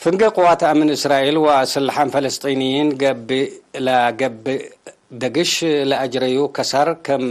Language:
Tigre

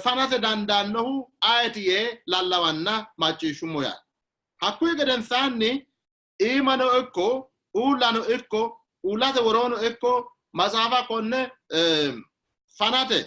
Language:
Sidamo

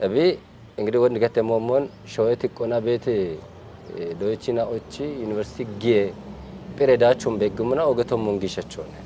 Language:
Kafa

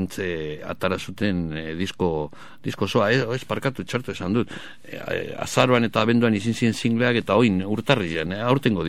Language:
Basque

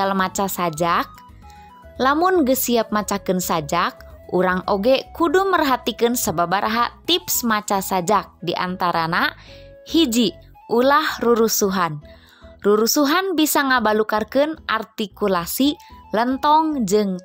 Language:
Sundanese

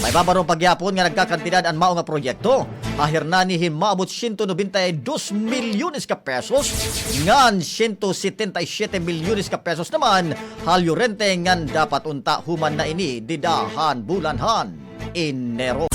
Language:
Waray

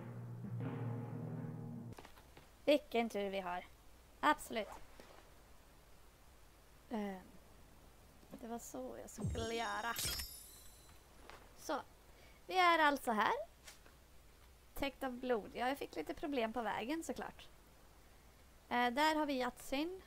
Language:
Swedish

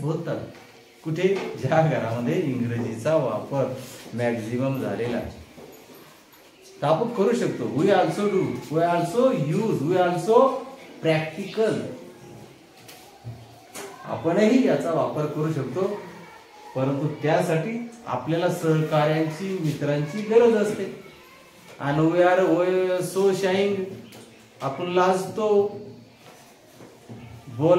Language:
Marathi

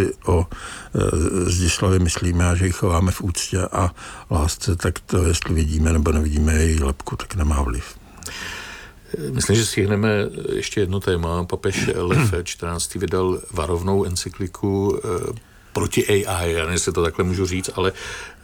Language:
Czech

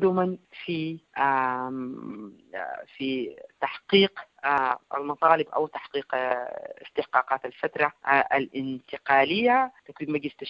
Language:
Sudanese Arabic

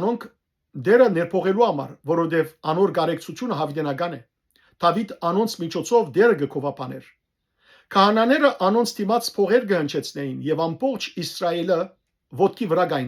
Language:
Western Armenian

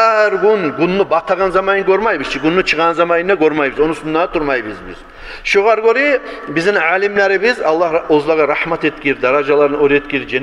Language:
Kumyk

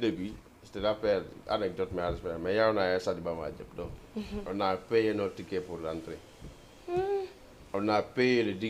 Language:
Fula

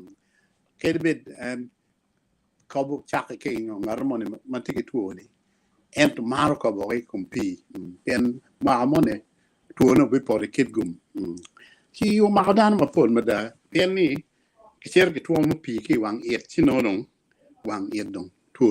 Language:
Acoli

